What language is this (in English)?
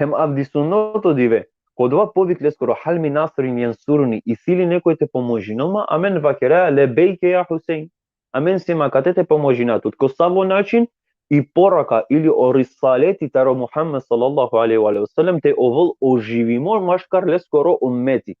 Balkan Romani